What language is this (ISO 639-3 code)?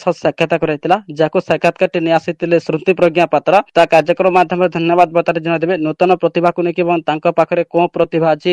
ori